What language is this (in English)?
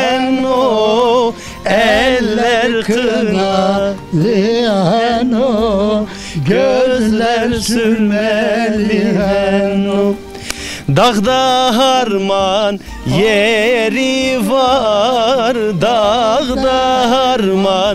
Zaza